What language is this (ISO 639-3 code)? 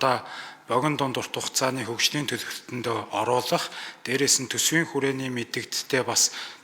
mon